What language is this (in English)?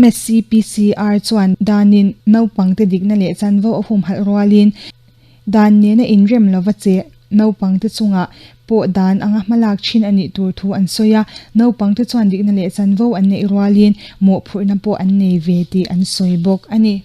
Mizo